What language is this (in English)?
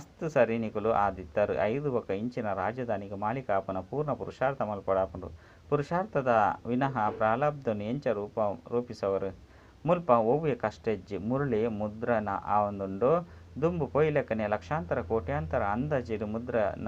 Tulu